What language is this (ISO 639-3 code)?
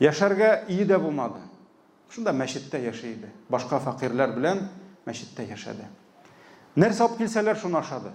tat